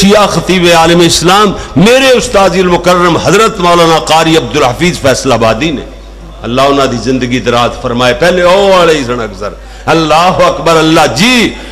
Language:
Western Panjabi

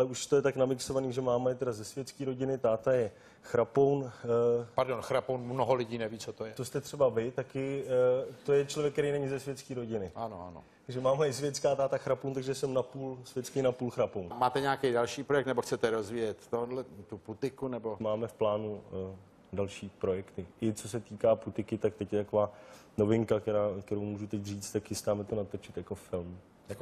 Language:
Czech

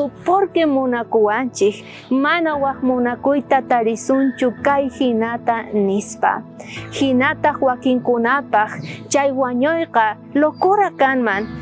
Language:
South Bolivian Quechua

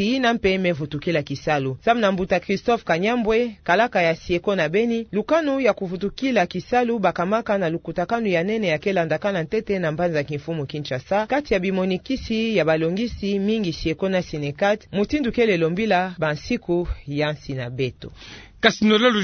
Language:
Kituba (Democratic Republic of Congo)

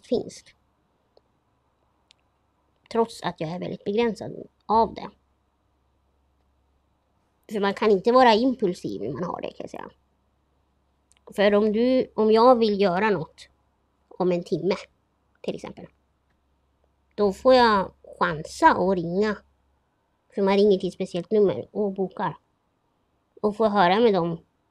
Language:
Swedish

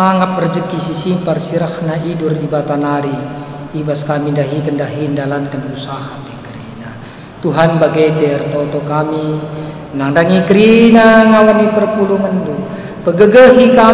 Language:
Batak Karo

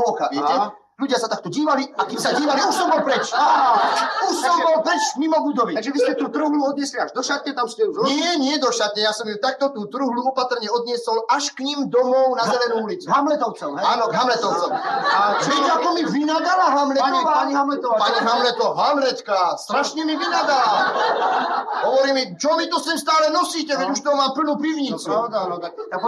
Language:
Slovak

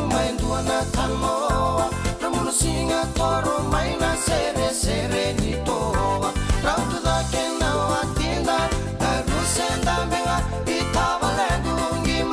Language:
Fijian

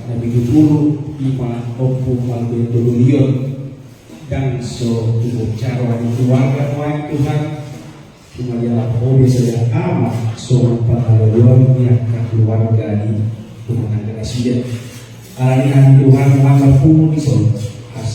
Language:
Batak Toba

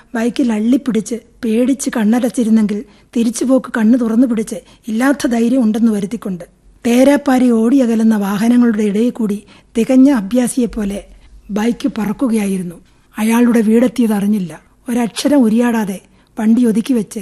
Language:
Malayalam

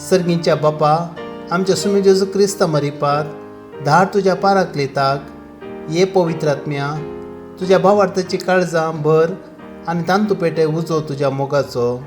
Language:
Konkani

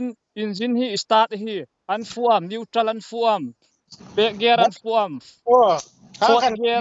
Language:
Hmar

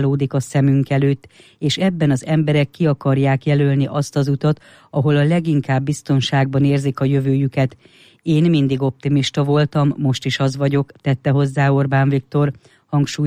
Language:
Hungarian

